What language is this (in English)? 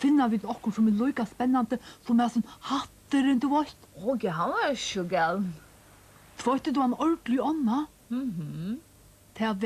Faroese